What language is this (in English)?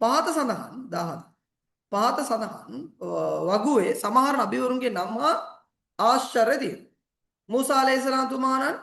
Sinhala